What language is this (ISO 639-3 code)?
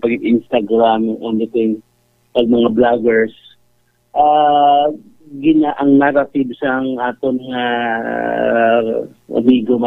hil